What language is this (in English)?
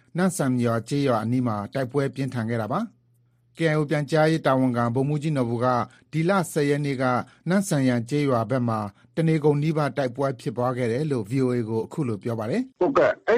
Burmese